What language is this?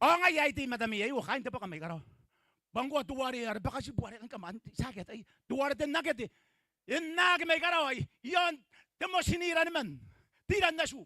Gilbertese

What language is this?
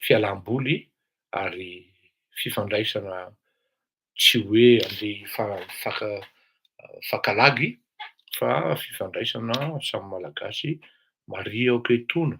Malagasy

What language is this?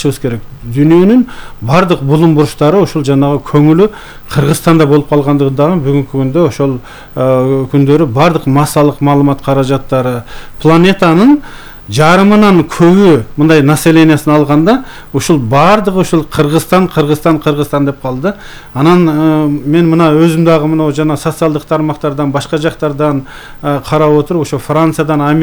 Kyrgyz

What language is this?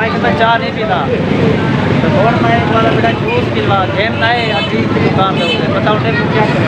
Saraiki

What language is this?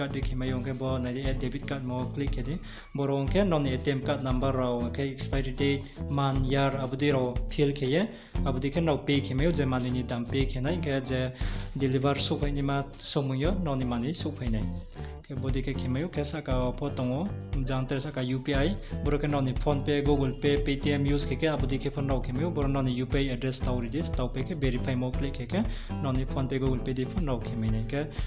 Riang (India)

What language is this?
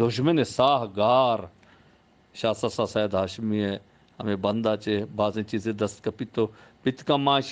Eastern Balochi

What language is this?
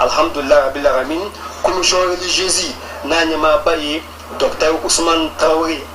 Bambara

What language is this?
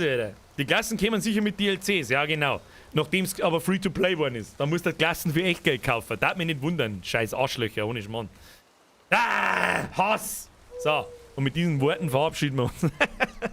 Bavarian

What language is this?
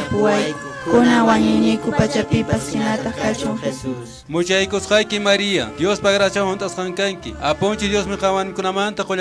Quechua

